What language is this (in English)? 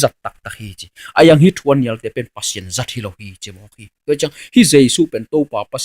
Tedim Chin